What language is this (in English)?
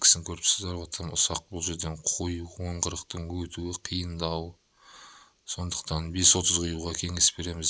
Kazakh